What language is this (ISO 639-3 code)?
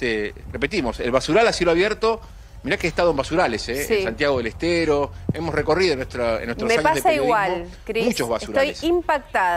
spa